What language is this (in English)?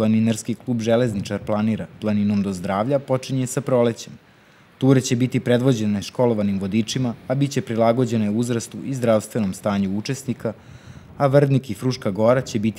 Serbian